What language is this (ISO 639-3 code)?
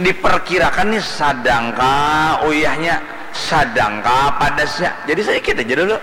bjn